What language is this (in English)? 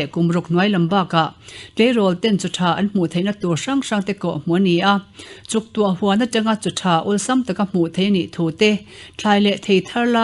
Mizo